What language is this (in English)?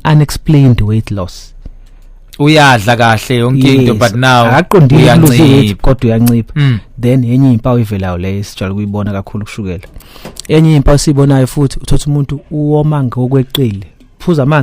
Zulu